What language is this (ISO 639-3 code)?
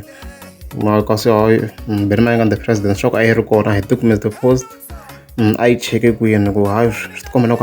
tso